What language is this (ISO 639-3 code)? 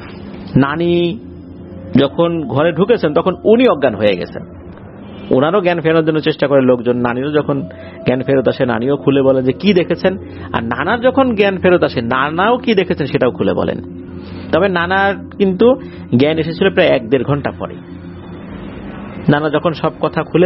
ben